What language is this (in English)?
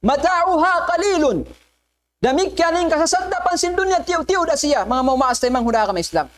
Tausug